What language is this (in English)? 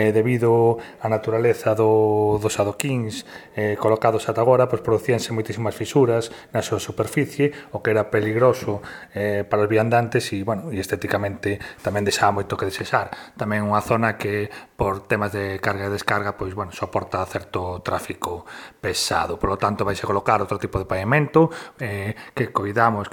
Galician